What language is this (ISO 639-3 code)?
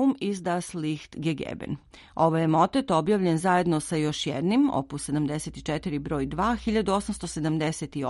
srp